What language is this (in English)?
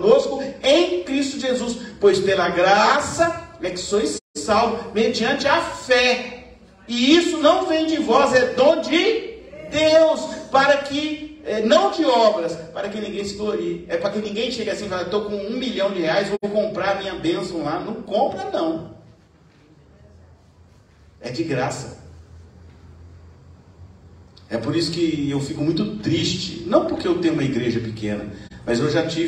Portuguese